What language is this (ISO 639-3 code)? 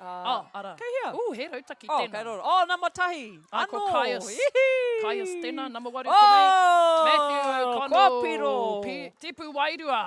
mri